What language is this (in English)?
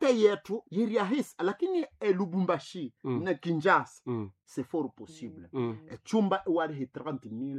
Nande